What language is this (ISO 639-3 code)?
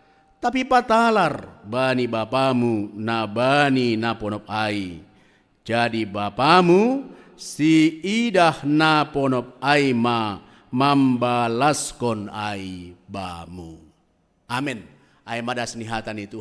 bts